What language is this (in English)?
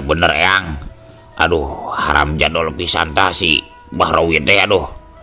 Sundanese